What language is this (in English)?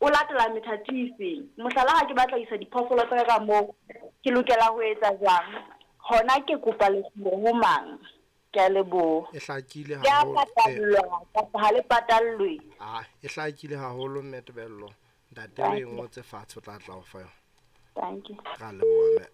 Southern Sotho